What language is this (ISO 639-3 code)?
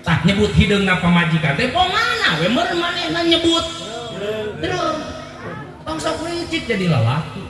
sun